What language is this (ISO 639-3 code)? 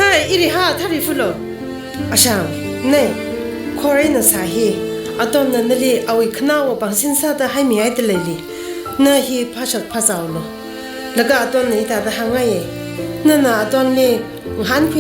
nmf